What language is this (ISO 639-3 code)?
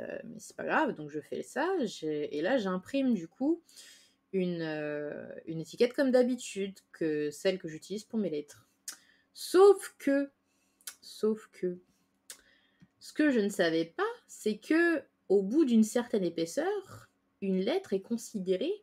fra